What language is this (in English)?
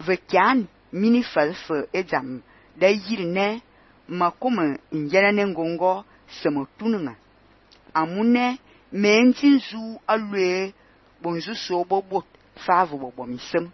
Fang